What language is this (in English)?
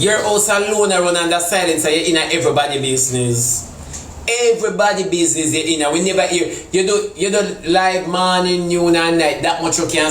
Jamaican Creole English